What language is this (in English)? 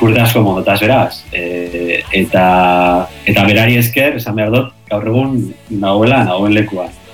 Basque